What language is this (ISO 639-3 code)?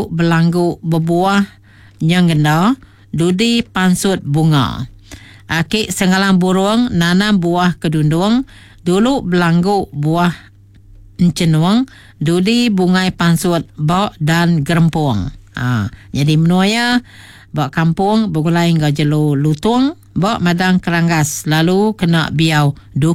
iba